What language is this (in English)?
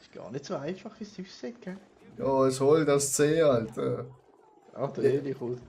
Swiss German